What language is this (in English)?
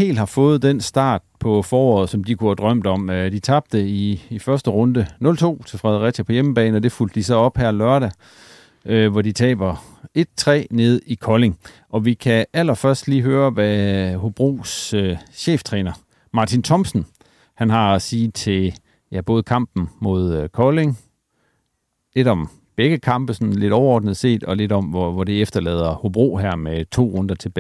Danish